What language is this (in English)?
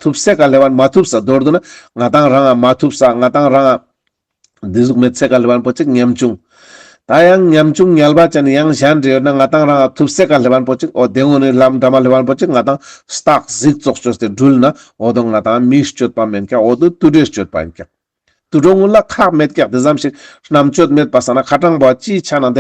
Ladakhi